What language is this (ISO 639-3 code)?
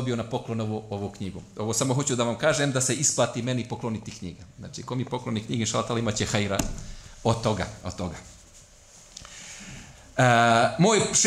bos